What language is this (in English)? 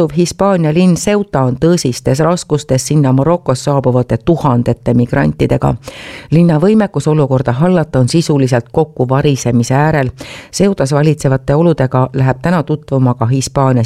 Estonian